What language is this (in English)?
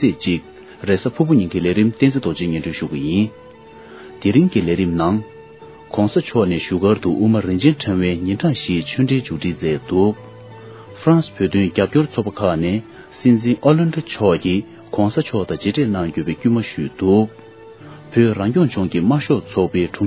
Tibetan